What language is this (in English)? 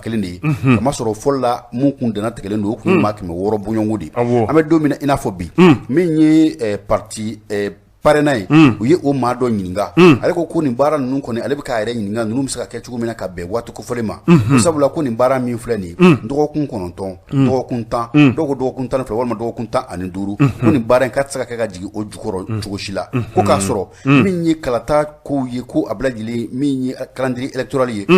Bambara